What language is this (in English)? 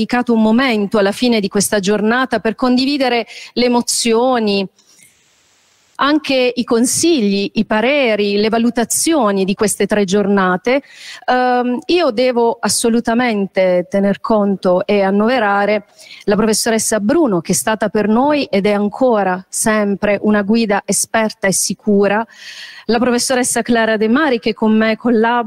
Italian